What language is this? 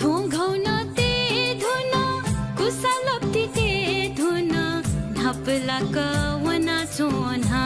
Newari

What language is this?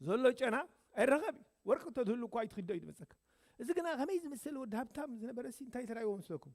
Tigrinya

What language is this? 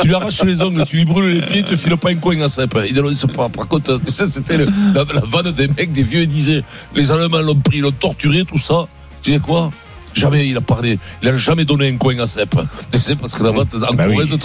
French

